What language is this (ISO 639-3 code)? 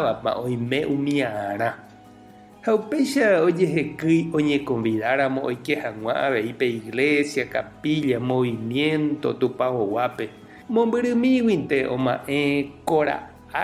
grn